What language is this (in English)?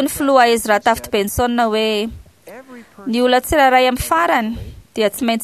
Malagasy